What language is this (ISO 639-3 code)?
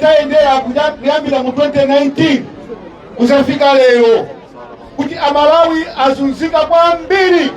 nya